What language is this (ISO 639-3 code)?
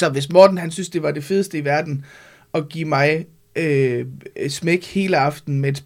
dan